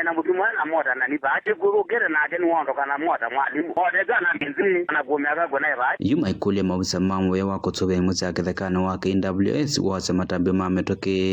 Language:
Kamba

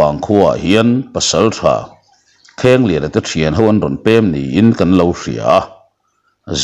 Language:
Mizo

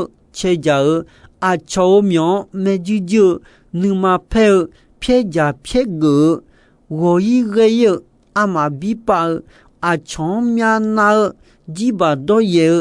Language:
Akha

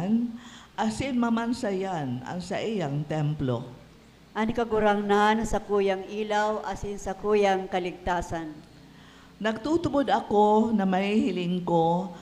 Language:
Bikol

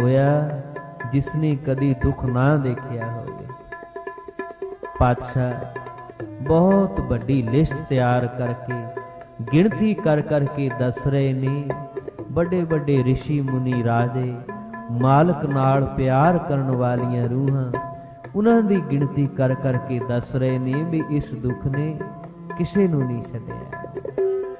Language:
Punjabi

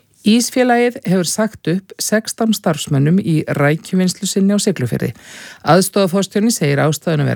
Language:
Icelandic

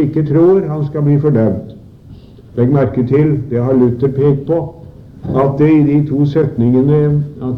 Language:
Norwegian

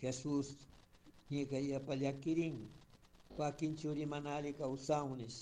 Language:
Chimborazo Highland Quichua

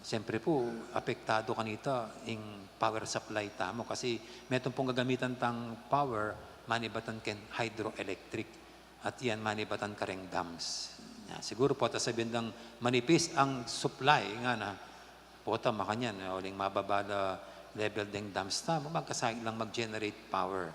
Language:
Pampanga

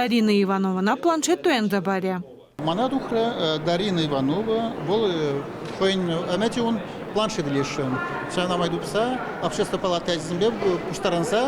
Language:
Chuvash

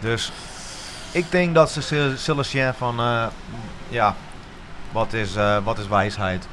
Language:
Western Frisian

